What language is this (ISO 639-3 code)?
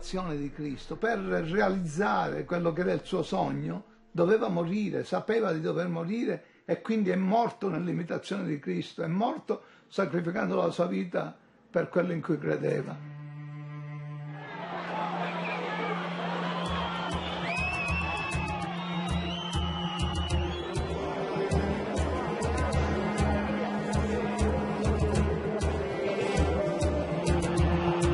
ita